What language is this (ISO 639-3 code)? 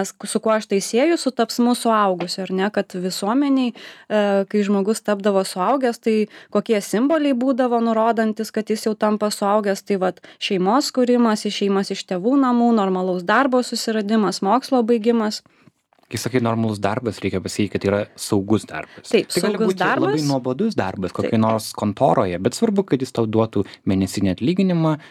lit